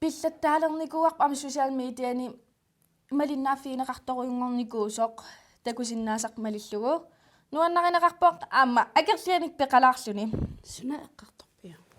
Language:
Kalaallisut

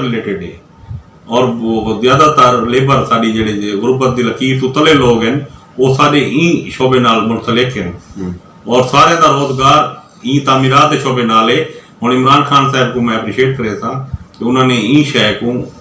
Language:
Western Panjabi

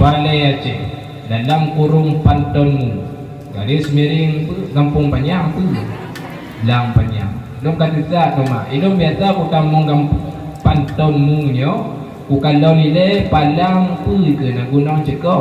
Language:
Achinese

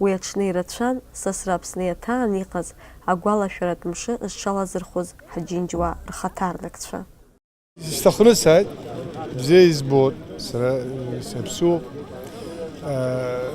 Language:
Abkhazian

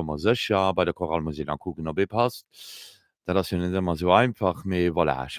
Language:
Luxembourgish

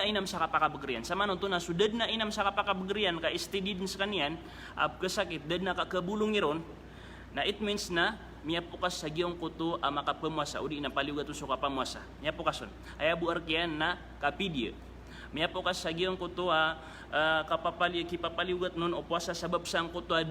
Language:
Maranao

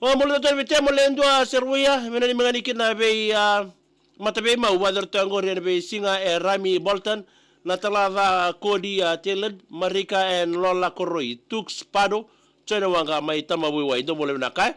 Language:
Fijian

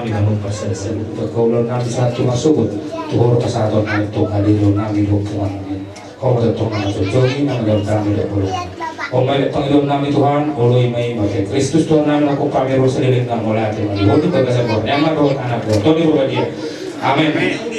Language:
Batak Toba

